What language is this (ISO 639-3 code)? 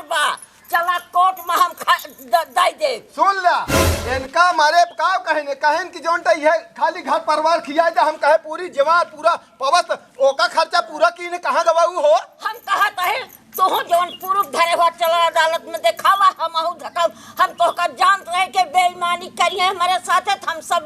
awa